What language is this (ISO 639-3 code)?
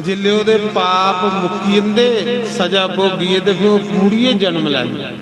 doi